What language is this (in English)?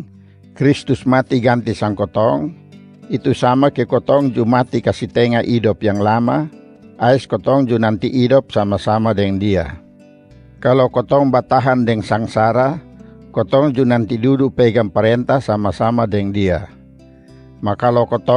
Kupang Malay